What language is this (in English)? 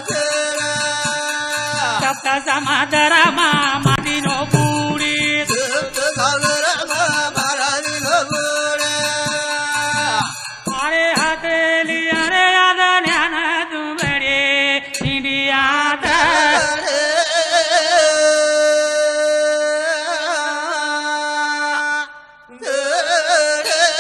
Lambadi